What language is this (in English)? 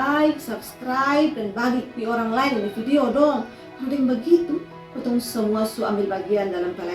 Kupang Malay